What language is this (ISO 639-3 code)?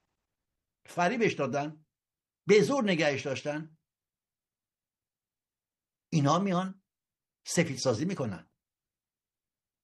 fas